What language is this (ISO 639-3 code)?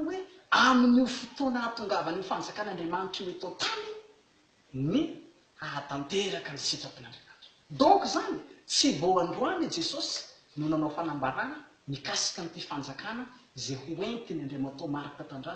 mlg